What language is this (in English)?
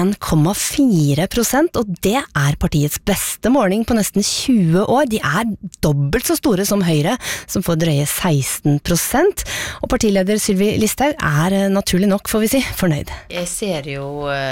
Norwegian